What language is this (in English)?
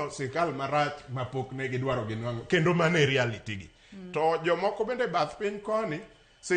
Luo (Kenya and Tanzania)